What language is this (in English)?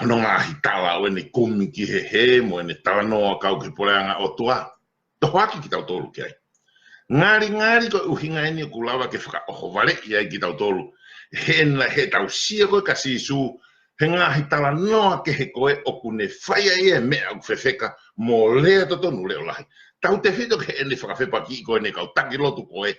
Tongan